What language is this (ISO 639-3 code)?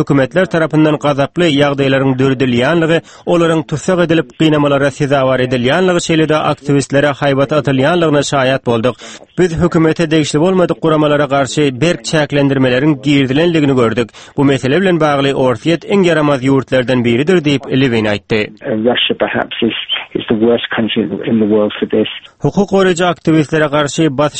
tuk